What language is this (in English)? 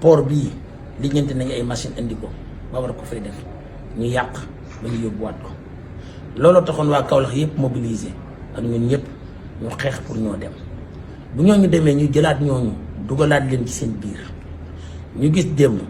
Wolof